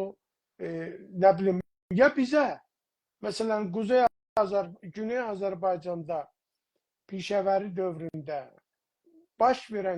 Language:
South Azerbaijani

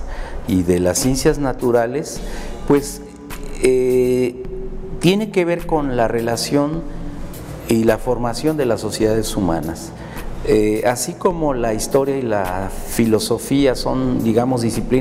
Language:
Spanish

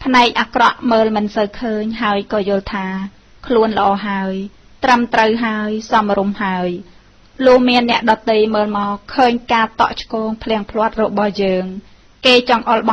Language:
Khmer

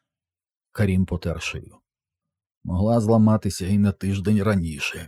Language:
Ukrainian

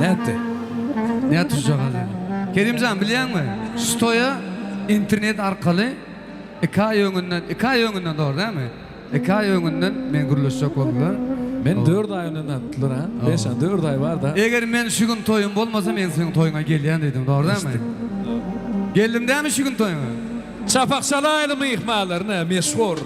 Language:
Turkmen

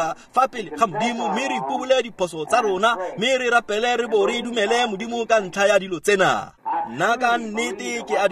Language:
Tswana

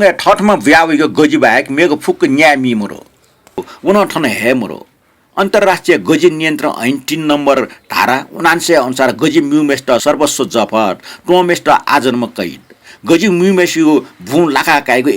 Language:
Newari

